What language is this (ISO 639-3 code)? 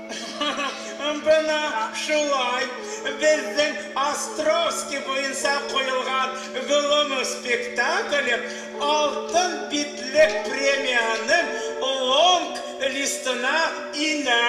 bak